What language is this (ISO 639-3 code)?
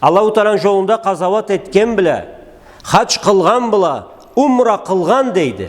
krc